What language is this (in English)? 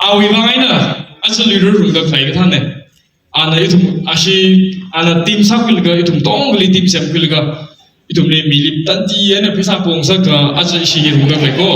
Tangkhul Naga (India)